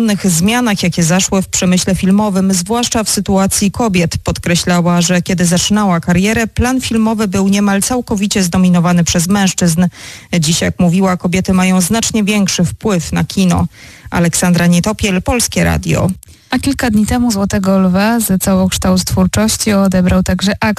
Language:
Polish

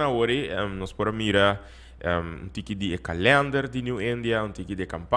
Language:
Papiamento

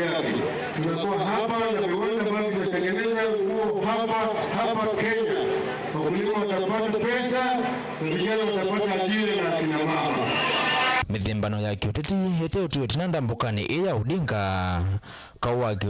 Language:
Kamba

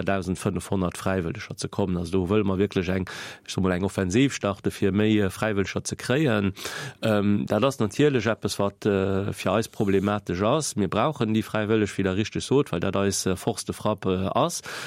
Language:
Luxembourgish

